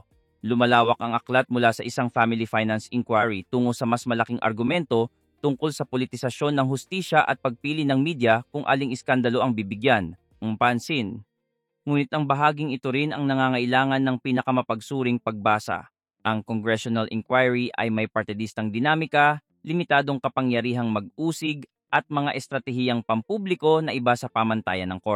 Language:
Filipino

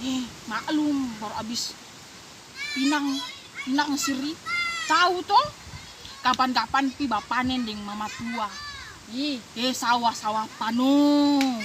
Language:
Ambonese Malay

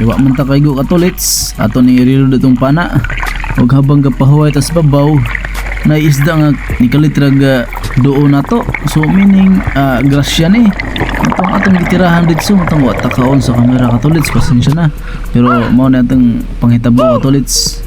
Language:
Cebuano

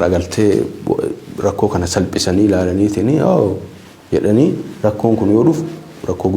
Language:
Oromo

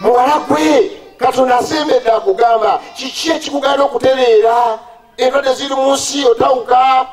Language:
Ganda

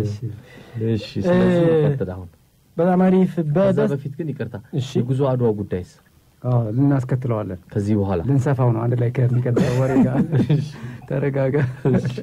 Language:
Amharic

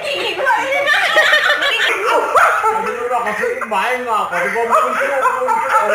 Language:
Betawi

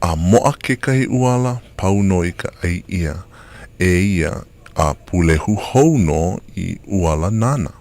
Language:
Hawaiian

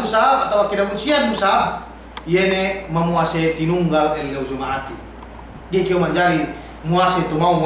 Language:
Yakan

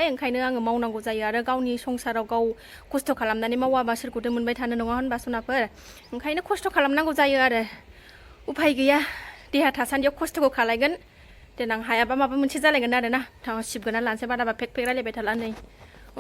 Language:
Bodo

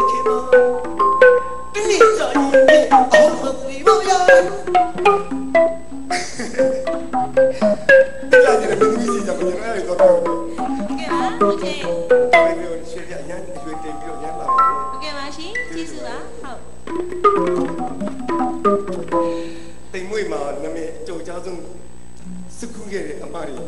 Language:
Burmese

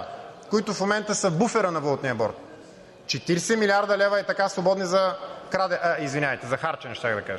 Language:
Bulgarian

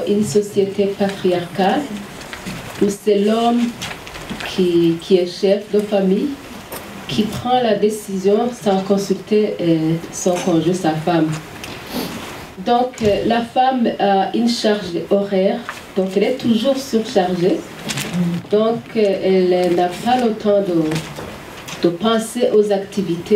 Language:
French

